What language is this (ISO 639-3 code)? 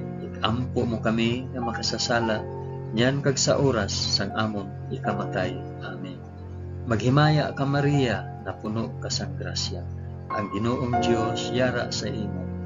hil